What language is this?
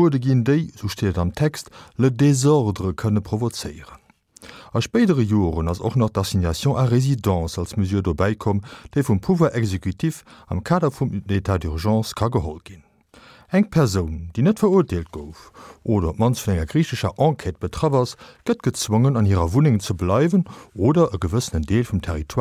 Luxembourgish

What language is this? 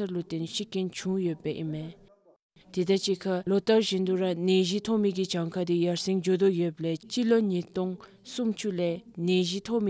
Dzongkha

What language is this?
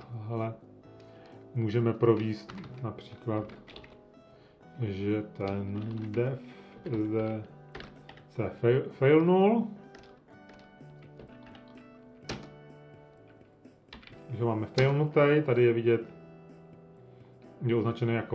Czech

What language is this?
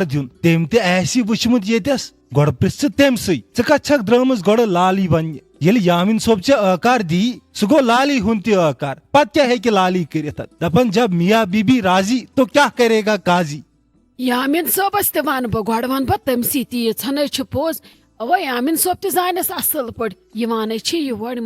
Kashmiri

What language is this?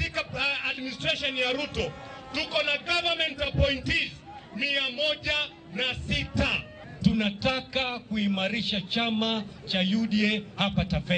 Luo (Kenya and Tanzania)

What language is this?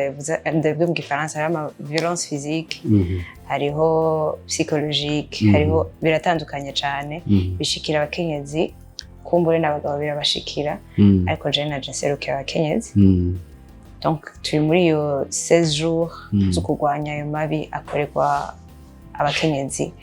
Rundi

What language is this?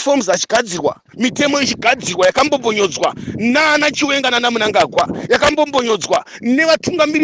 Shona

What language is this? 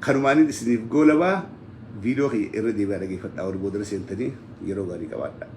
Oromo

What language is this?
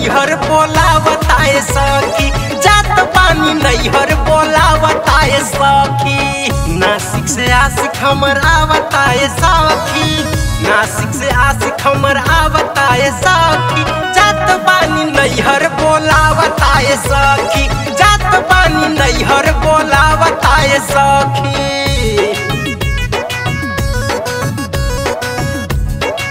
Bhojpuri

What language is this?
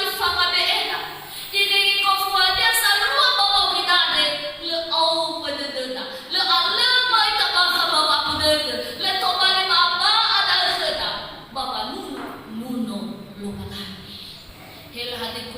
Nias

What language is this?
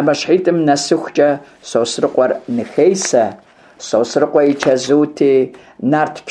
Kabardian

